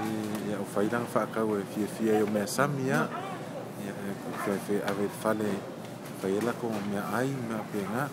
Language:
Samoan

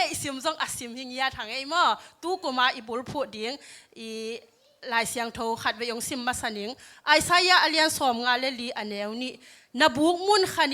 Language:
Tedim Chin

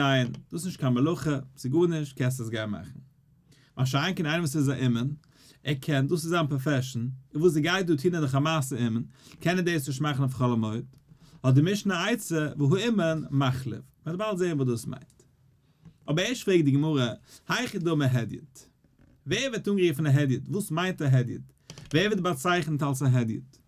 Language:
Yiddish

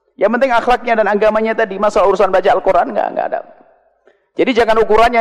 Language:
Indonesian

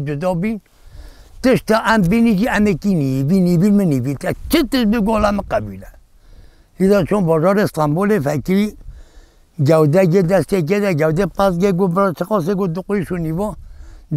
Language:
Kurdish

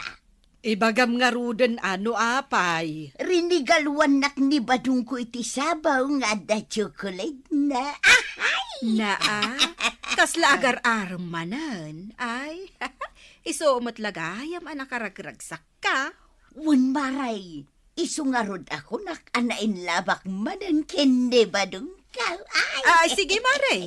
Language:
Iloko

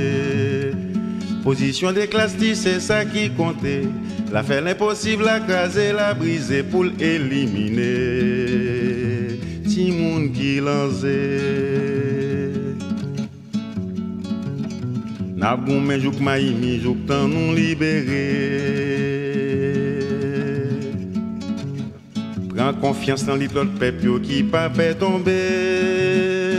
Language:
French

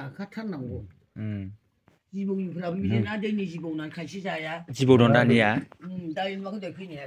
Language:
Bodo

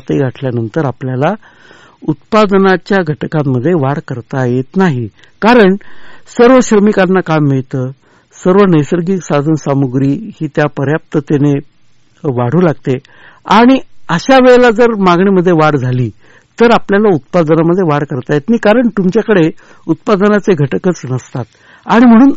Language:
Marathi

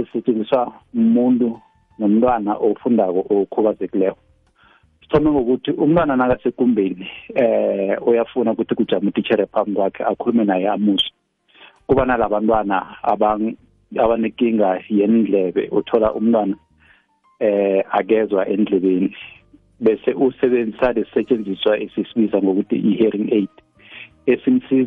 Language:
South Ndebele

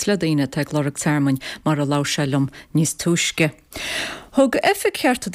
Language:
Irish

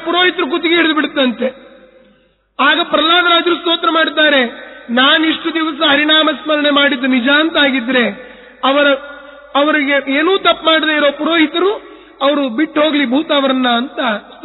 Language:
Kannada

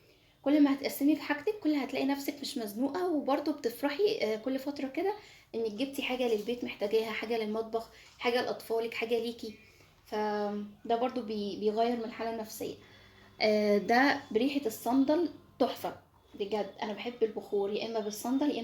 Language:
Egyptian Arabic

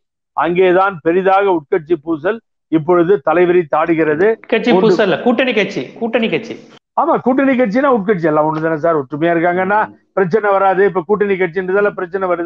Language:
Tamil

